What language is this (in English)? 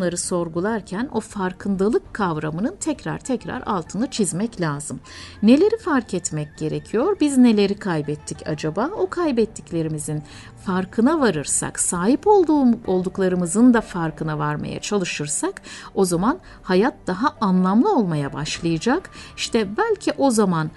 Turkish